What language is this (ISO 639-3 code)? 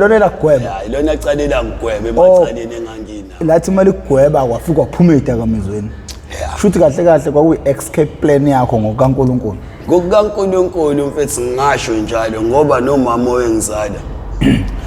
zul